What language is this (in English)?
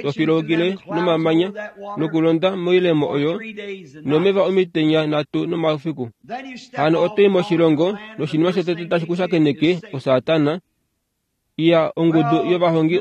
Kuanyama